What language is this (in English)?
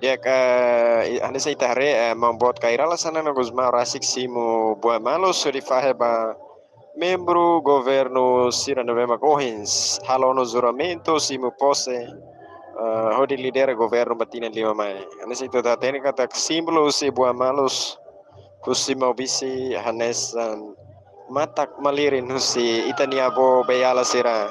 Tetum